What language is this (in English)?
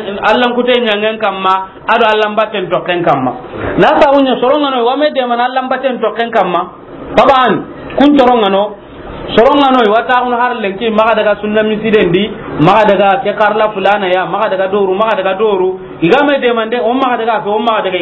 Soninke